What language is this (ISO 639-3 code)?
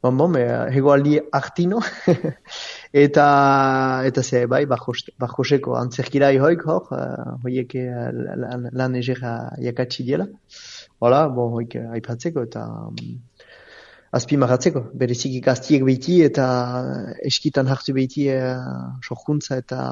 eus